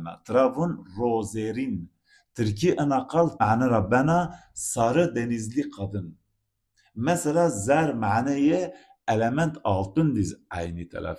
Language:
Zaza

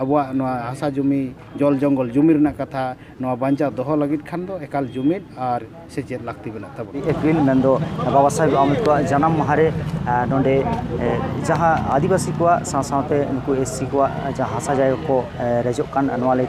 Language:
Santali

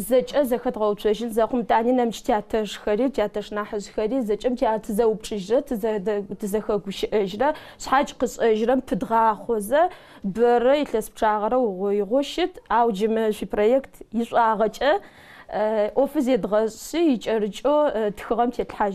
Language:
Adyghe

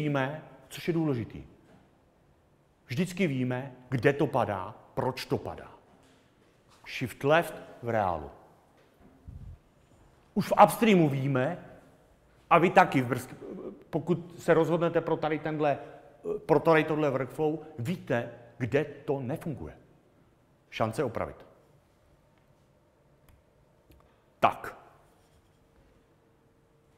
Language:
Czech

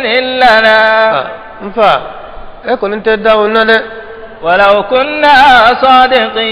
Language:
Bambara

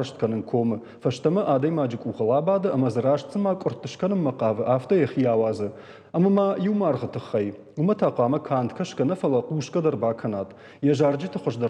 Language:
Ossetic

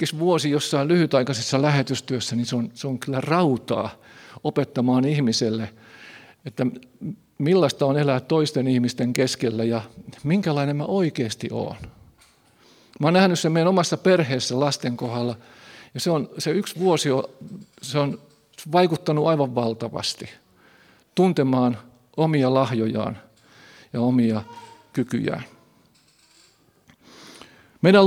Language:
Finnish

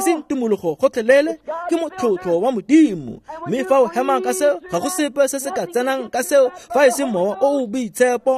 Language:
Tswana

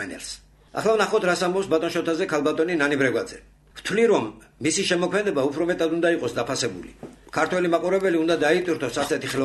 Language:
Georgian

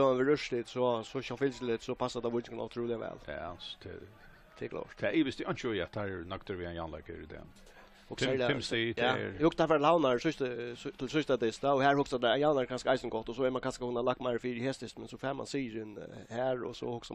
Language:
Faroese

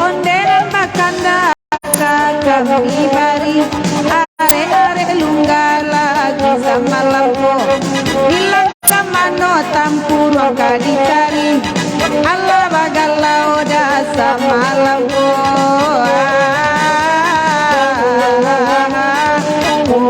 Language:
Minangkabau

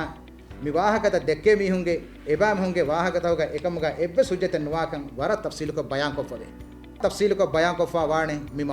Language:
Divehi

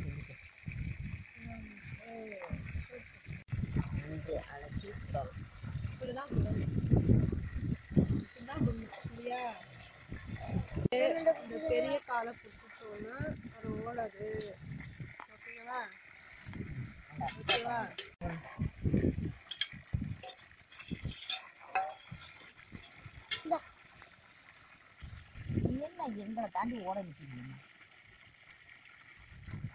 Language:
Tamil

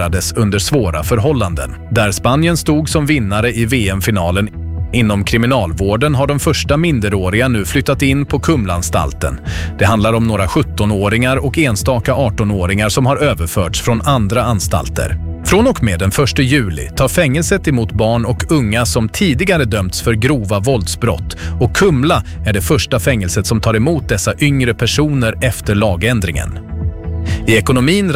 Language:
Swedish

